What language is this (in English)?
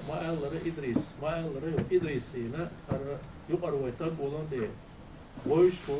Chechen